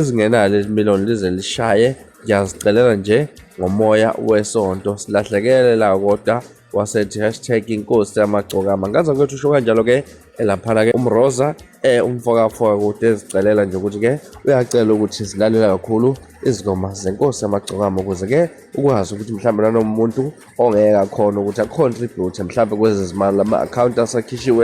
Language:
Zulu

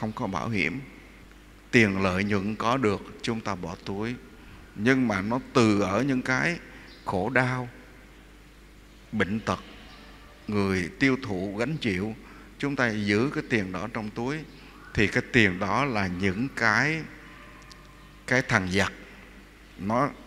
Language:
Vietnamese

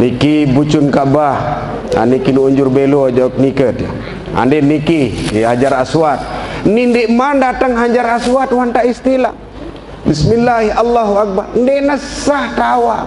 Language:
Sasak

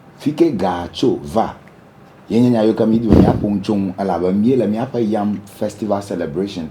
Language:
Ewe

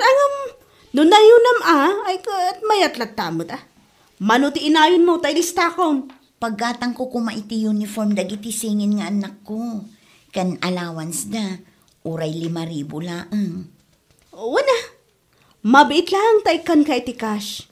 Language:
Iloko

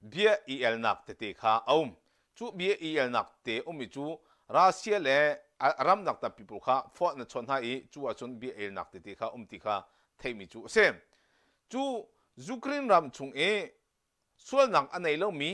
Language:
Hakha Chin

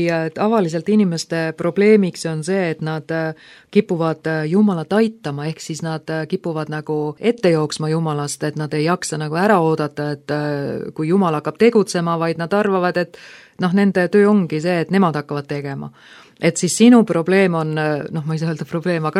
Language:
Estonian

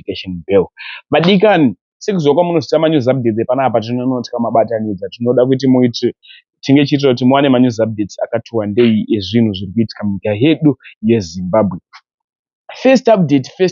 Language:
Shona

